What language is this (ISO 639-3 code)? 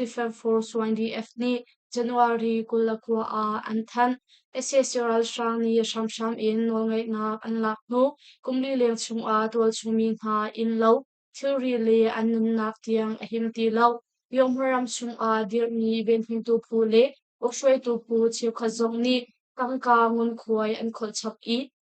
cnh